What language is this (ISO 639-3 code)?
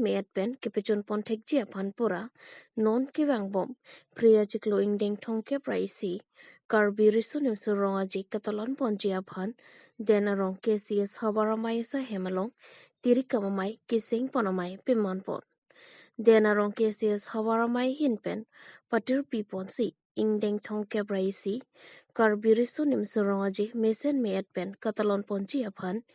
mjw